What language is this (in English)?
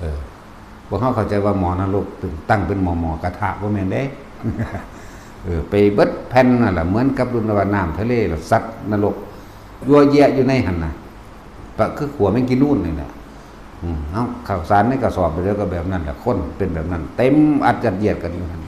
Lao